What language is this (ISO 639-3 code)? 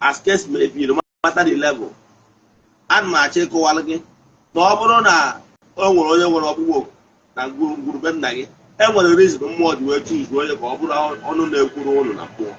ibo